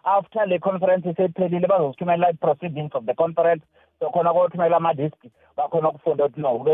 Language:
South Ndebele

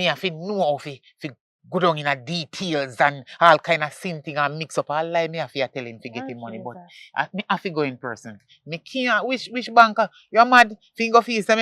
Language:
Jamaican Creole English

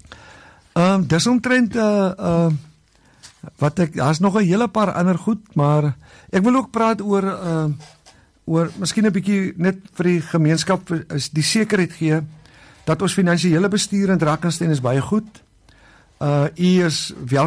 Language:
Afrikaans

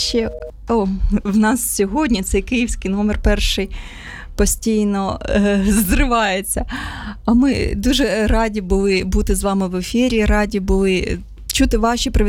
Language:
Ukrainian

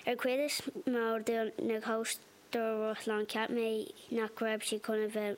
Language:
Irish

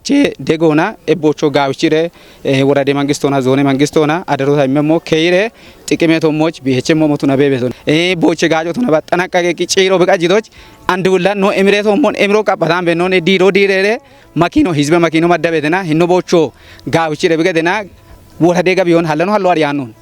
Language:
Kafa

